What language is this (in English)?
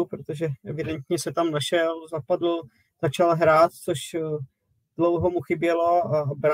Czech